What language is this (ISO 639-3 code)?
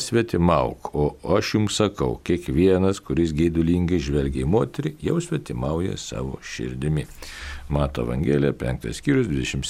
lit